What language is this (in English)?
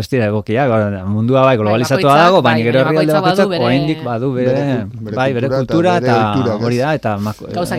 Basque